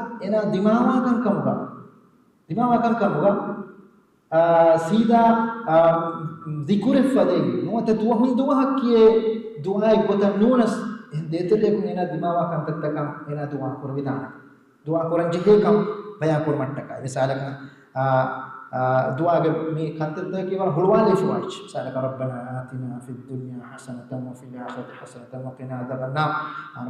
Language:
Divehi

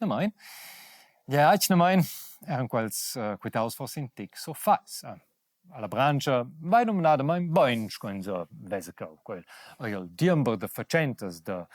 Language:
Romansh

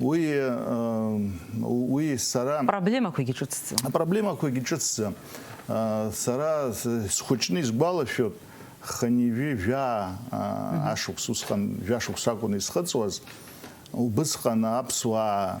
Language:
Abkhazian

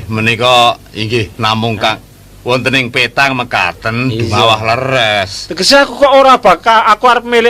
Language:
Javanese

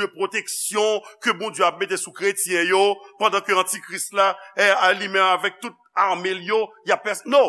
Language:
Haitian Creole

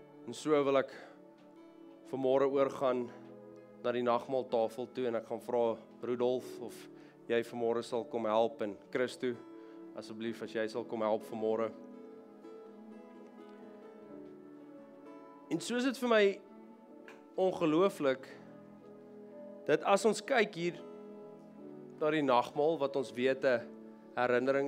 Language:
Afrikaans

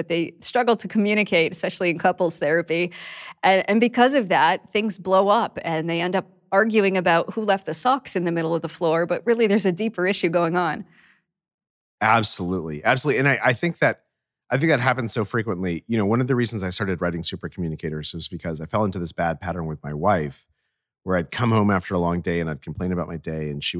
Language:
English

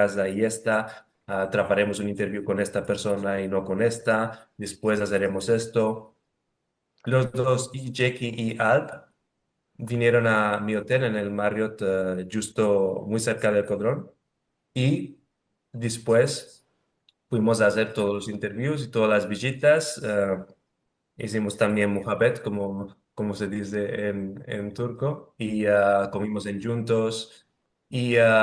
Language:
Ladino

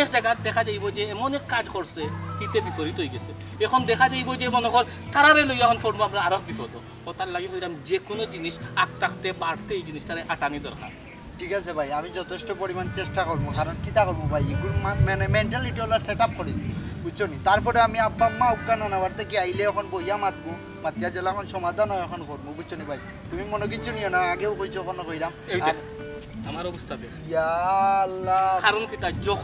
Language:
Sylheti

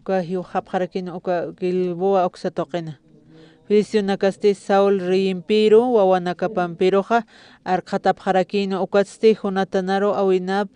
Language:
Aymara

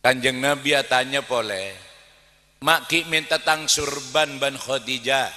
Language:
Madurese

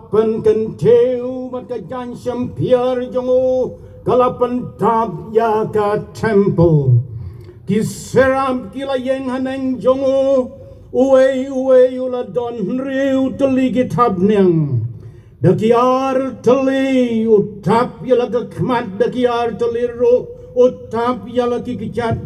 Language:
Khasi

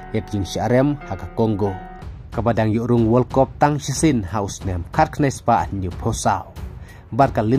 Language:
Khasi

